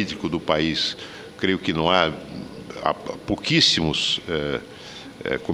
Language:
Portuguese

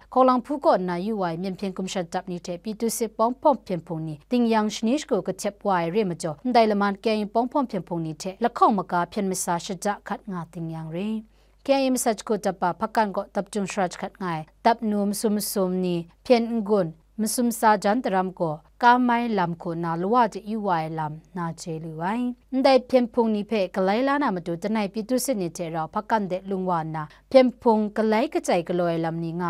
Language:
Kachin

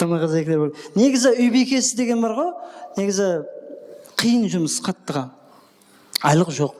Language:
Kara-Kalpak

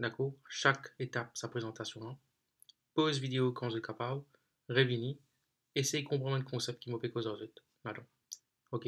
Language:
Morisyen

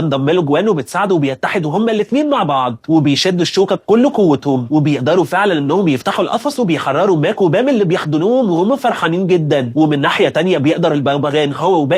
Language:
Egyptian Arabic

